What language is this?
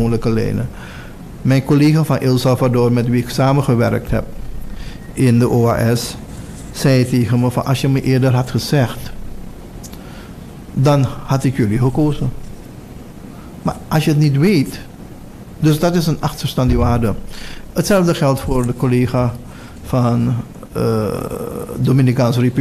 Dutch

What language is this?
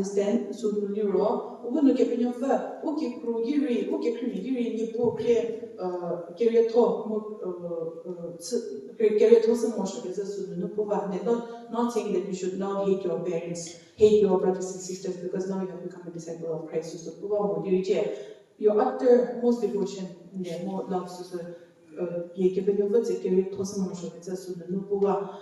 Angami Naga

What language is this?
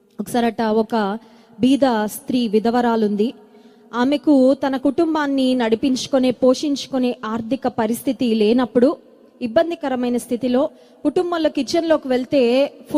Telugu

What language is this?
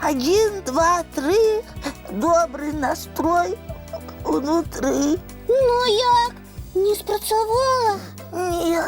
Belarusian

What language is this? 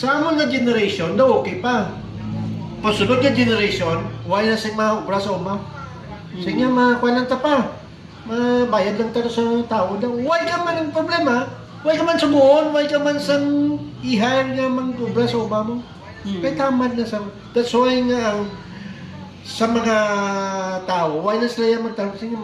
Hiligaynon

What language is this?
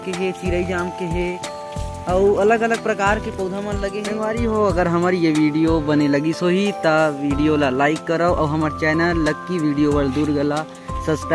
Chhattisgarhi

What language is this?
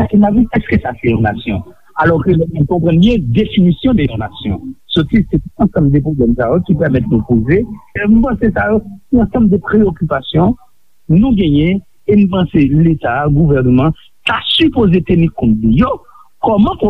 Haitian Creole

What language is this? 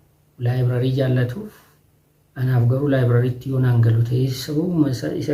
Oromo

